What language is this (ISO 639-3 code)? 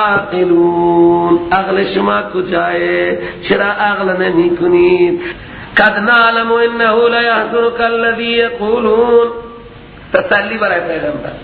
fas